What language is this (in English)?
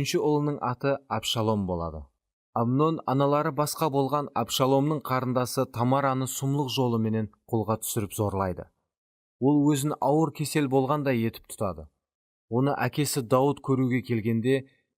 Kara-Kalpak